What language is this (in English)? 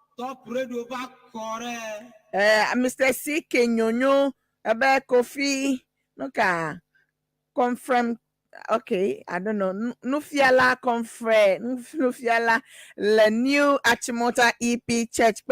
Ewe